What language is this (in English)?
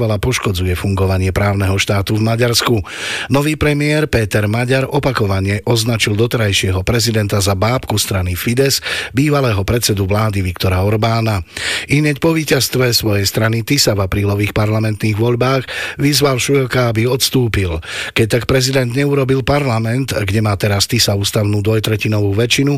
Slovak